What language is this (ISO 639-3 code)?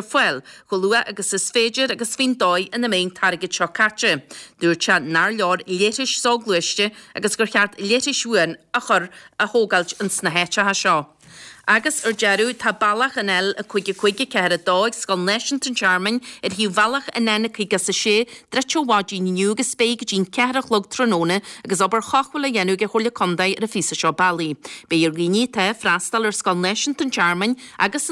gle